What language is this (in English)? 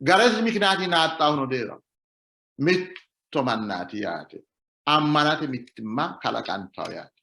Sidamo